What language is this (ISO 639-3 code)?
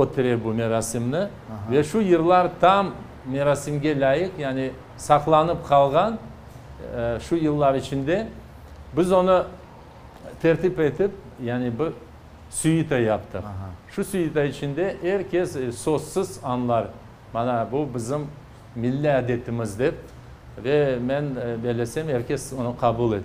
crh